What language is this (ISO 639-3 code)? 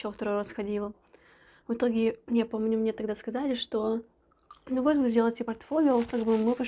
rus